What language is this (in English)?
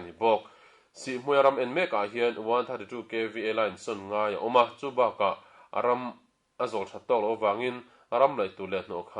Mizo